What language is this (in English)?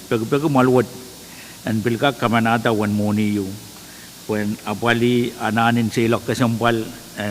Pohnpeian